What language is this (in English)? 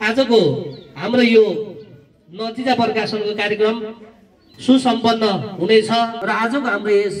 Nepali